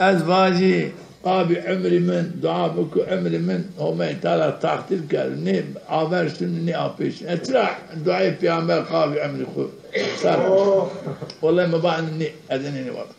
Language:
Zaza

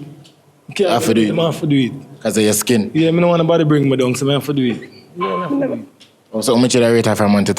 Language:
Jamaican Creole English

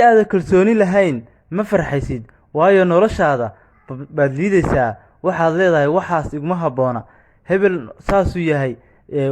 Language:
Somali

